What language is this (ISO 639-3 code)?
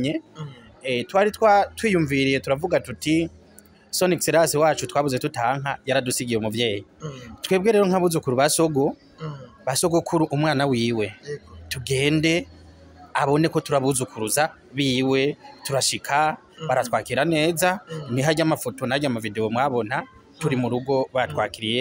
run